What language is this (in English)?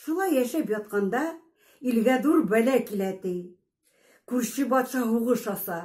Bashkir